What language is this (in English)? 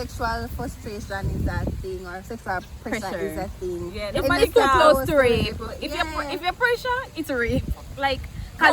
Jamaican Creole English